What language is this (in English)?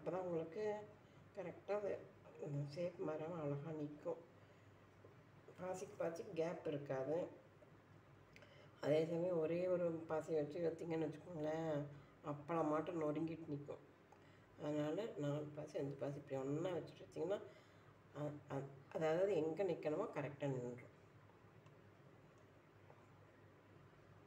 Tamil